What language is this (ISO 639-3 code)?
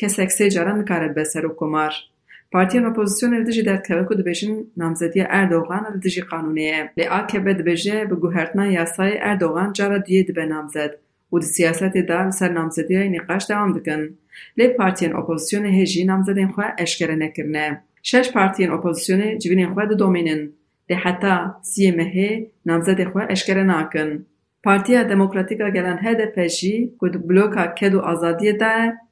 kur